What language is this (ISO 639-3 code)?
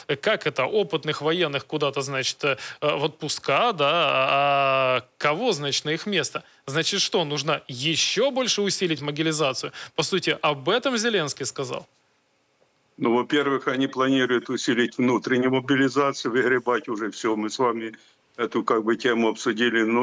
rus